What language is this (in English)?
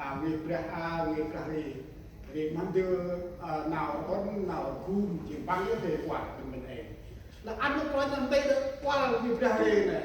Central Mnong